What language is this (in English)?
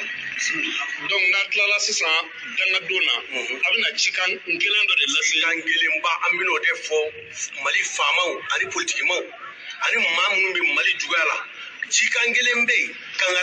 Bambara